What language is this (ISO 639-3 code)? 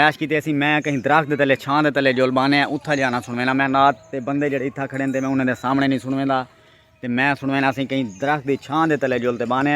skr